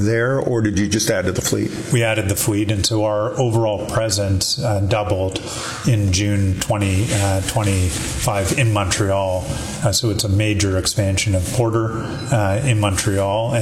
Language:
English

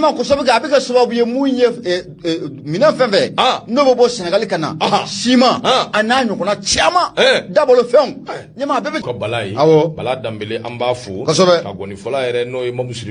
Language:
Bambara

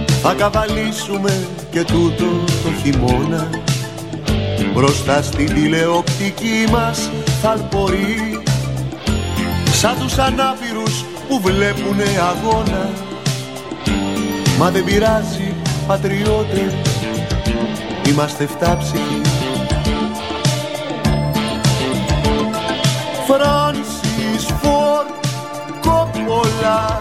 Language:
Greek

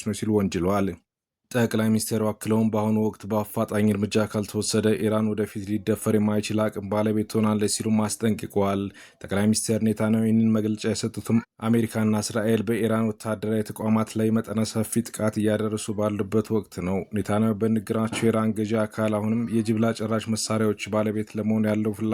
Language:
Amharic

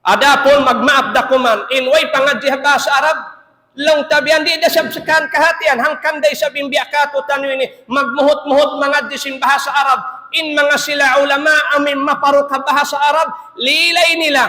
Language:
Tausug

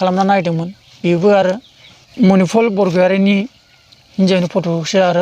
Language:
Bodo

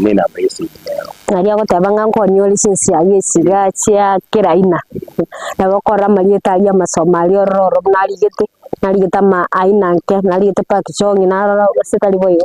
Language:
Gusii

